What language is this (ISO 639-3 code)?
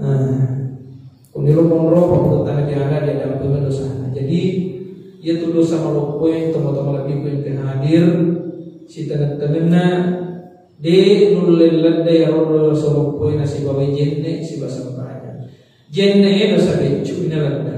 bug